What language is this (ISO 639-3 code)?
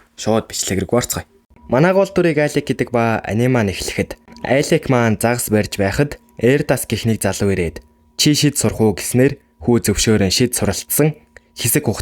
mon